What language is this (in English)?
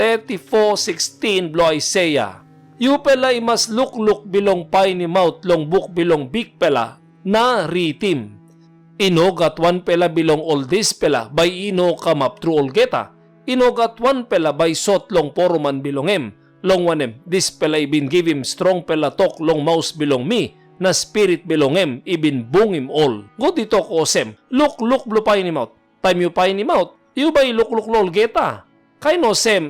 Tok Pisin